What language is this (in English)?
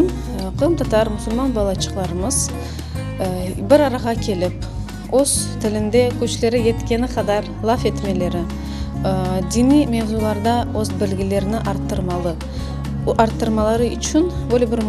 Crimean Tatar